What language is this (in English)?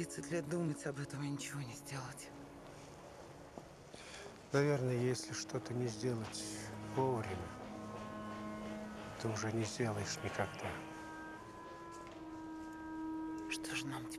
Russian